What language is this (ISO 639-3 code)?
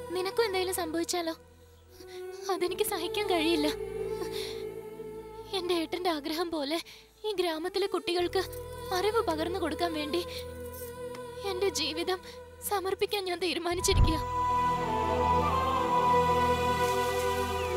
mal